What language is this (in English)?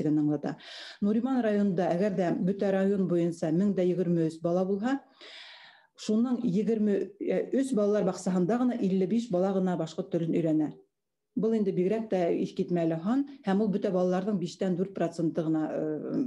Bashkir